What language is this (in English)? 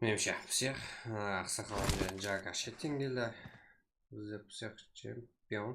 Kara-Kalpak